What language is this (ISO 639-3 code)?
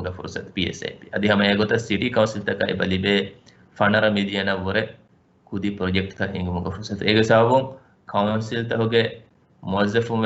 div